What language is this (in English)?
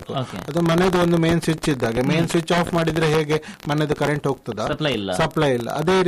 Kannada